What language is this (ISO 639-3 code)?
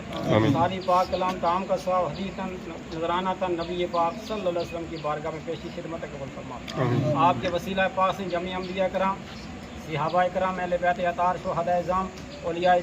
phr